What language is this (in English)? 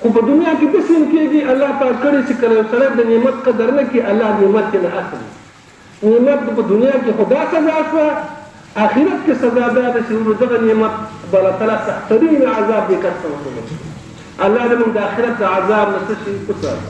Pashto